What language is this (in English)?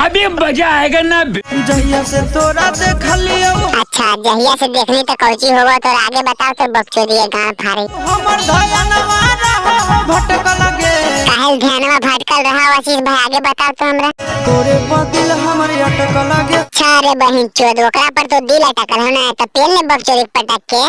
Magahi